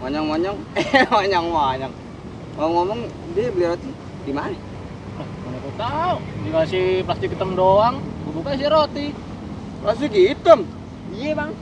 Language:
Betawi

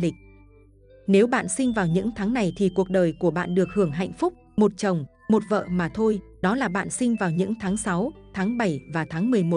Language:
Vietnamese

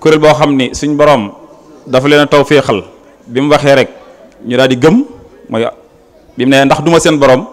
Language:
Wolof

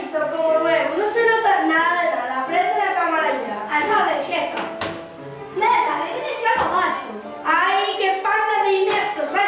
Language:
Asturian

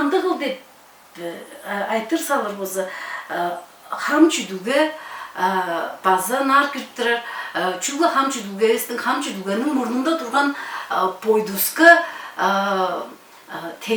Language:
Tuvinian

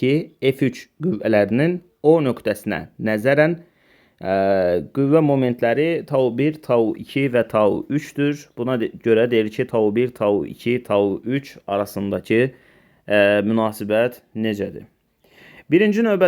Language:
Azerbaijani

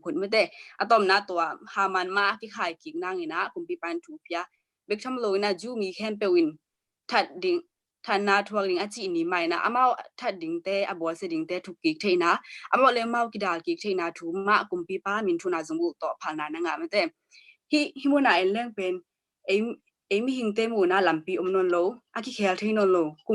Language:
Tedim Chin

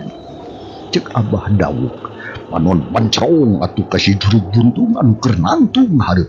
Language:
Sundanese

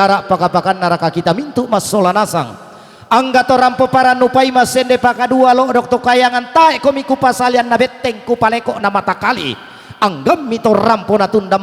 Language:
Toraja-Sa'dan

